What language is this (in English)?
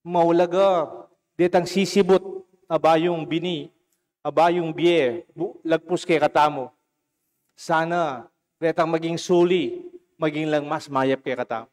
Pampanga